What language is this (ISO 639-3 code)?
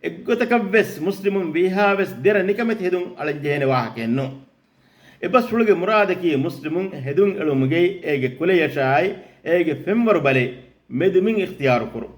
div